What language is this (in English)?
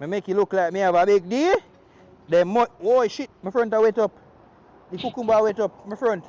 Jamaican Creole English